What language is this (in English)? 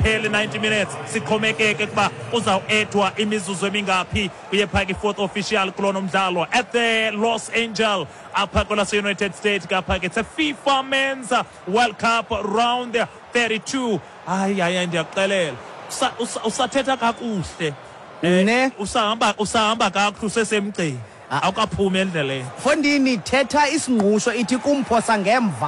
Xhosa